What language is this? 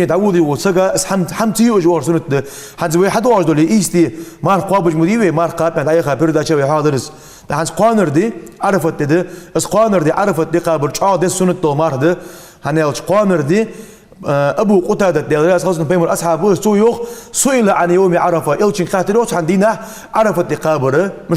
Ingush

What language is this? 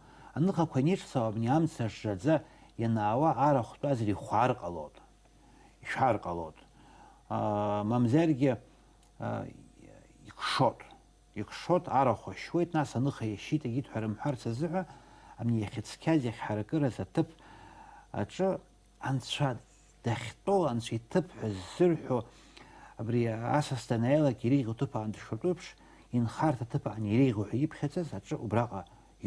Abkhazian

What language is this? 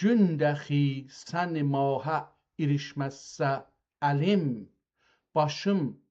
South Azerbaijani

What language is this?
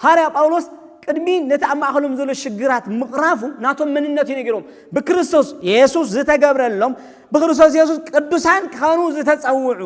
Tigrinya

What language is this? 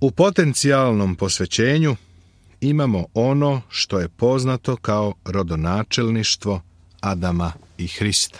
Serbian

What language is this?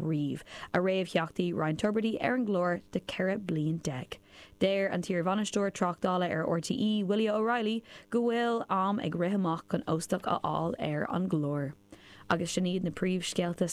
Irish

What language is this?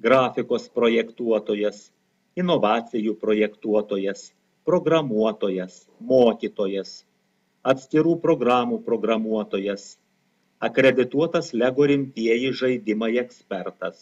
Lithuanian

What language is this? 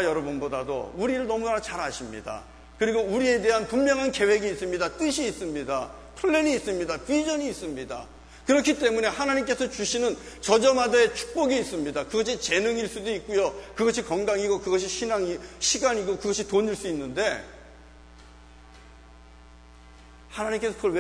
Korean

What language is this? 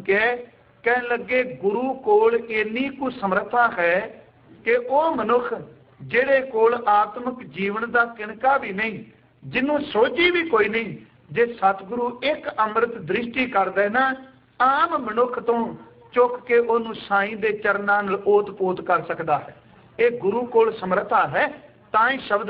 Punjabi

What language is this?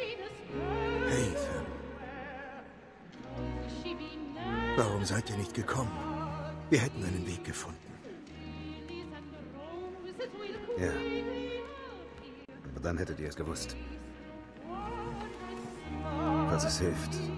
German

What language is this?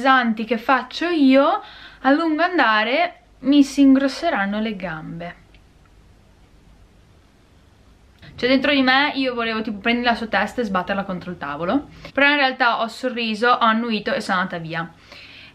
Italian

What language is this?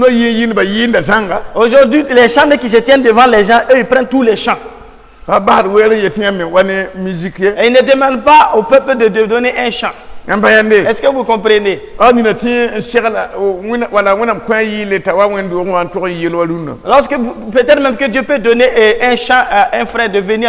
Mossi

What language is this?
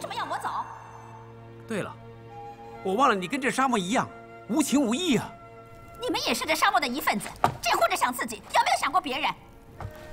Chinese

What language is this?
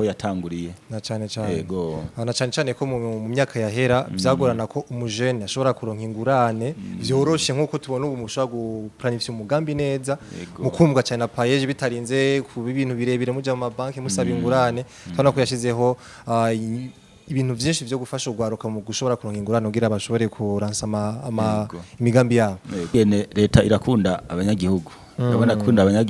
Rundi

